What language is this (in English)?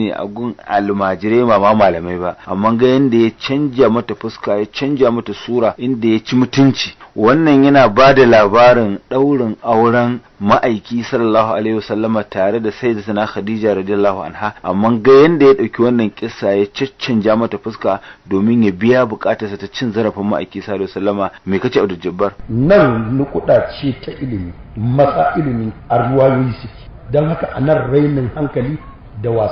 Hausa